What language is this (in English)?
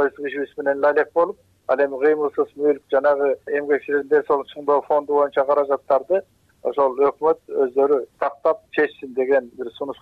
Kyrgyz